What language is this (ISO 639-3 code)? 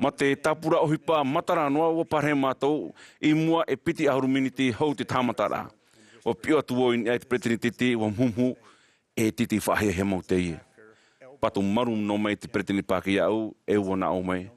tah